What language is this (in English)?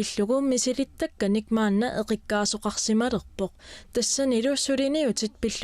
Kalaallisut